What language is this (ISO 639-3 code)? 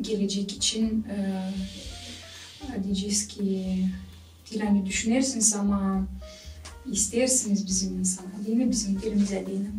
gag